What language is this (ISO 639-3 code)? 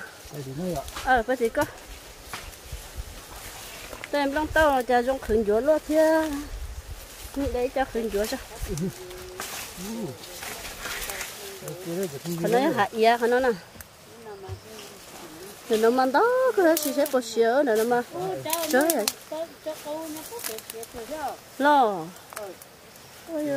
vie